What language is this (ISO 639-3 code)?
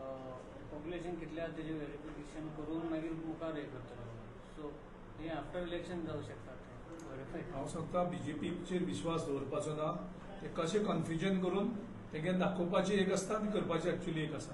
kok